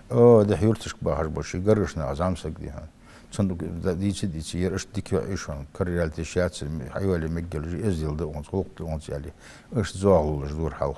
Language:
Ingush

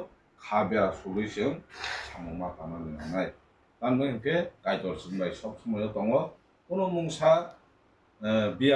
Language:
Kok Borok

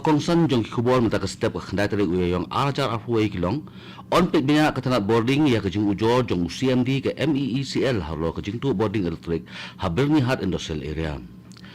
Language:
Khasi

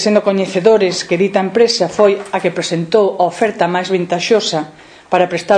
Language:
Galician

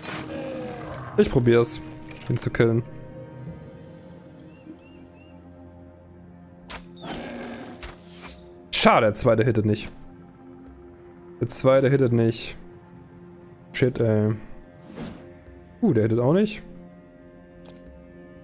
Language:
German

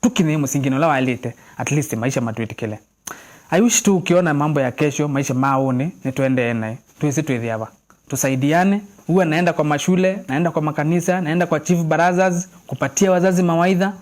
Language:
Kamba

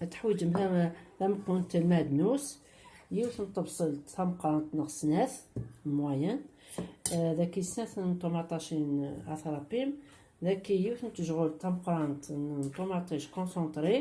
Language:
Kabyle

